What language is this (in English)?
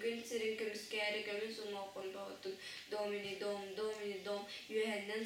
Yakut